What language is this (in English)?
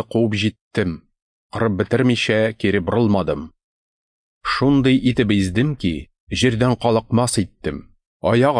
Tatar